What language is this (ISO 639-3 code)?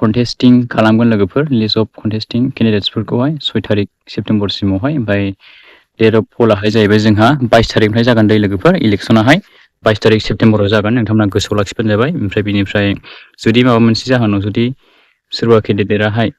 brx